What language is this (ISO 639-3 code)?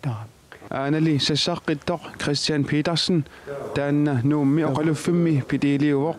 kal